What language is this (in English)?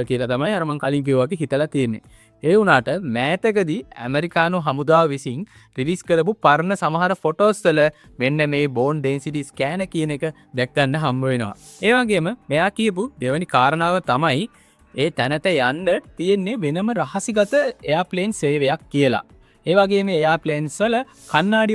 Sinhala